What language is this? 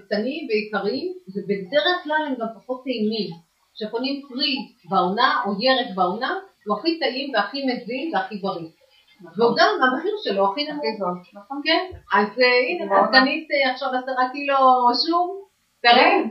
Hebrew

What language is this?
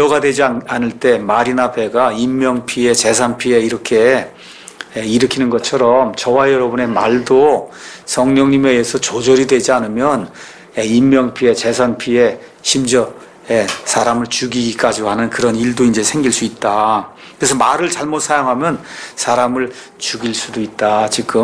Korean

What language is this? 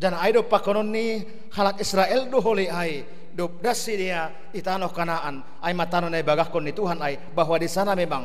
Batak Simalungun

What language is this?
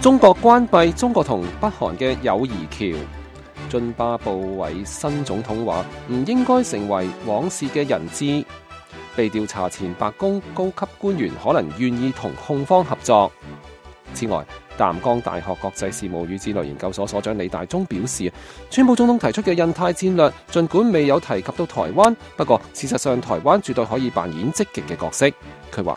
Cantonese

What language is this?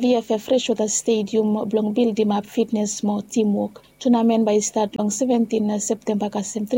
Bislama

